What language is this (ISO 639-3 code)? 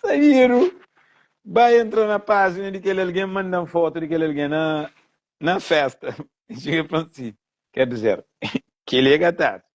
kea